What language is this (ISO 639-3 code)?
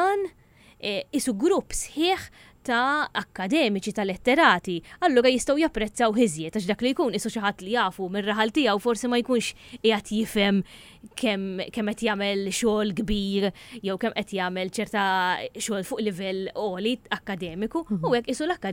mlt